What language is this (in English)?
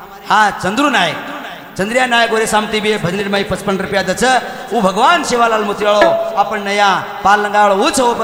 Lambadi